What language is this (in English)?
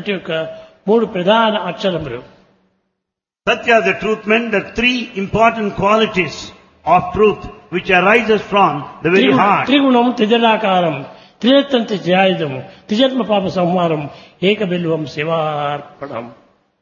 Telugu